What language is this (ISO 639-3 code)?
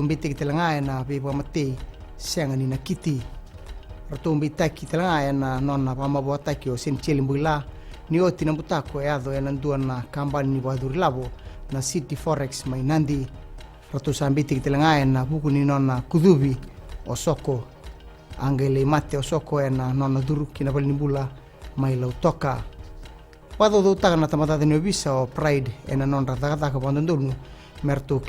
fij